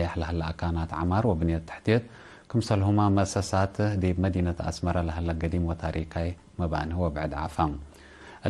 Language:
Tigre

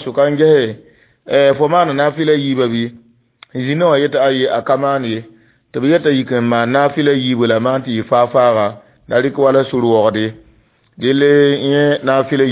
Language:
Mossi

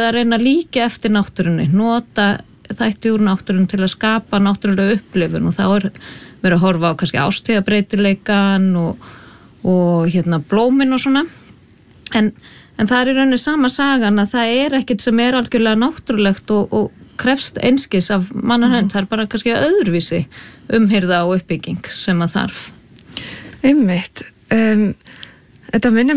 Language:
Icelandic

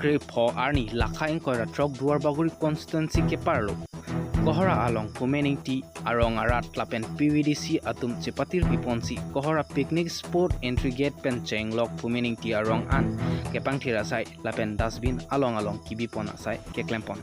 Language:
Karbi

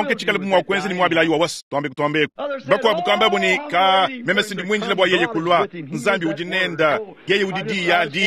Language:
Luba-Lulua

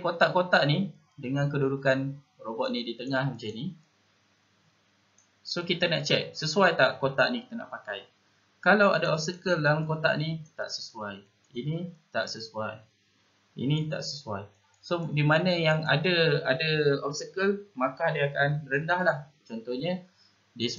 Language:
Malay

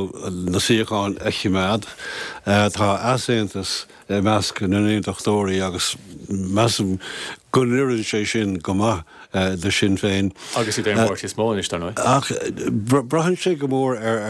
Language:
Irish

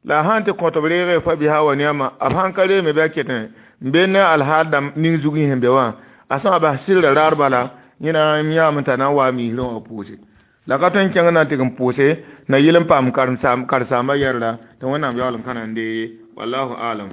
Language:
Mossi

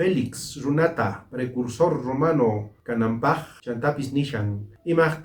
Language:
South Bolivian Quechua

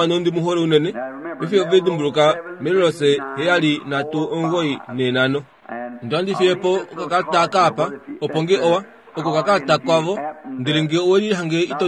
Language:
Kuanyama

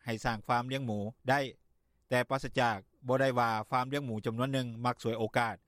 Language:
Lao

